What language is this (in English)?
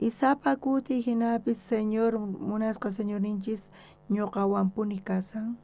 South Bolivian Quechua